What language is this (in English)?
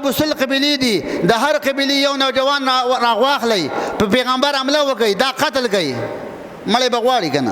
Pashto